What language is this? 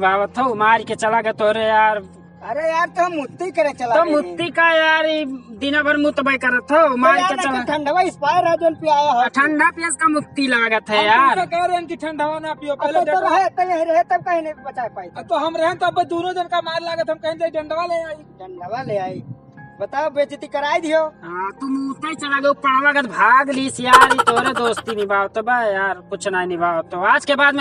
Awadhi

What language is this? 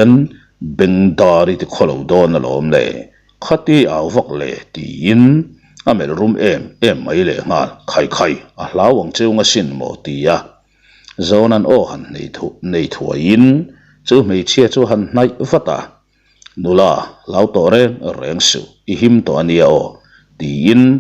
Mizo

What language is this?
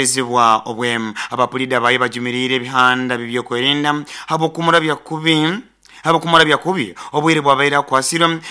Nyoro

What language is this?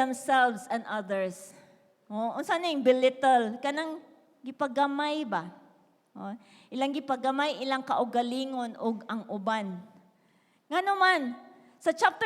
Cebuano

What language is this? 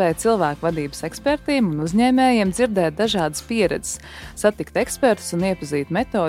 Latvian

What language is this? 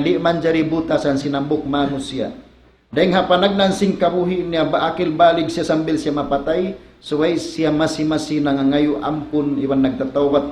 Tausug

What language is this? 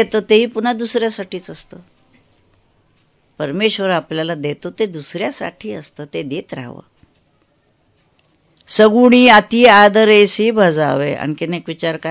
Marathi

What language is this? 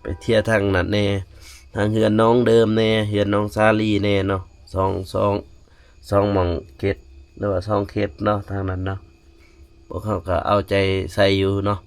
Lao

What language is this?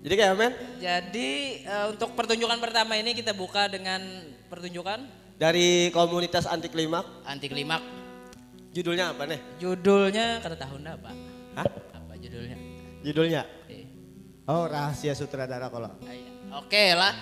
Banjar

